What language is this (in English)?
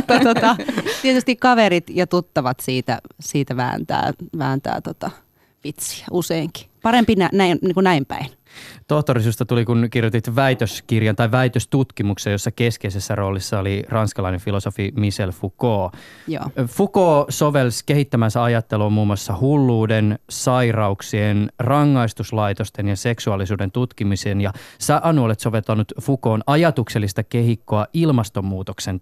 Finnish